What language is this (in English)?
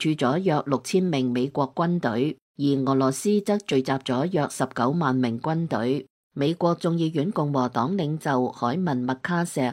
Cantonese